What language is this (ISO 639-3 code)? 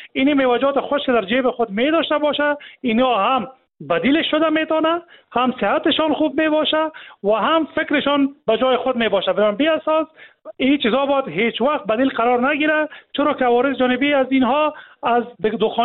fas